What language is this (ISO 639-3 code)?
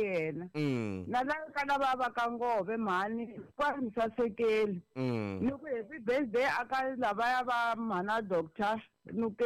tso